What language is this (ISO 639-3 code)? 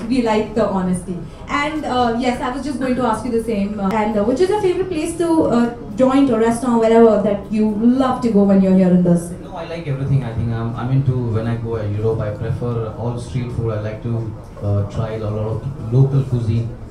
eng